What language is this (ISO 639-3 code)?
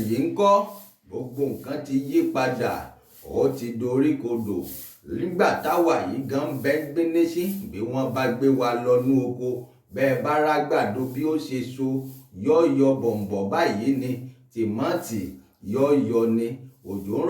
yor